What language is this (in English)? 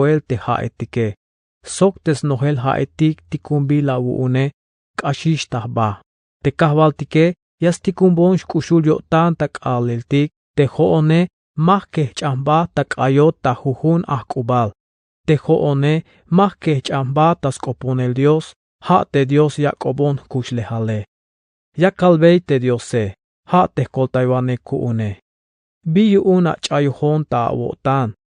Tzeltal